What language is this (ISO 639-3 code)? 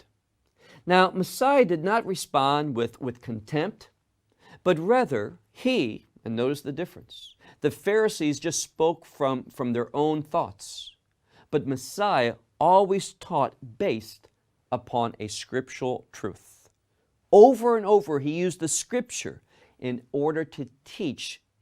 eng